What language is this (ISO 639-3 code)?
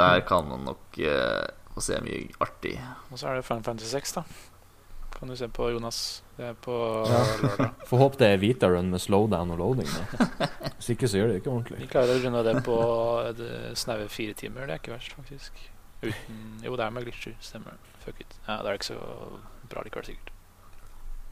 nor